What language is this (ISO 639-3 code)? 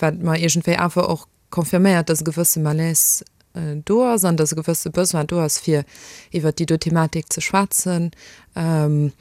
ltz